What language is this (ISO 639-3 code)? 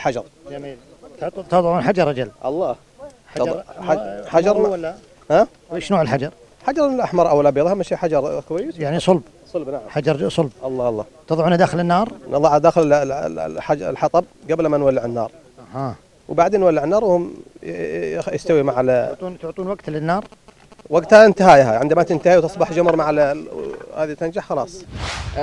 ara